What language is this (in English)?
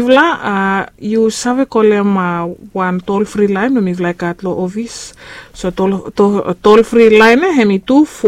Bislama